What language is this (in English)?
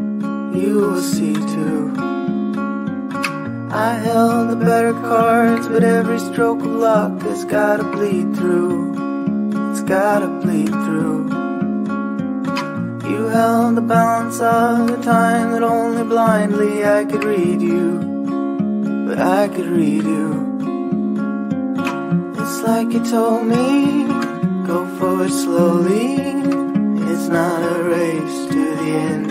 English